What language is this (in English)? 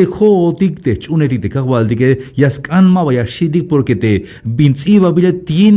Tzeltal